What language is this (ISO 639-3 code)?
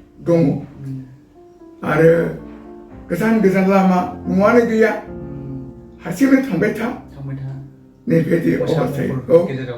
brx